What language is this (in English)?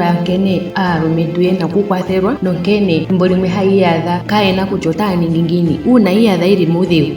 Ndonga